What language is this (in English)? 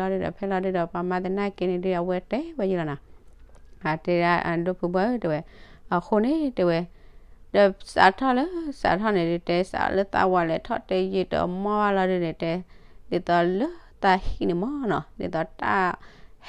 S'gaw Karen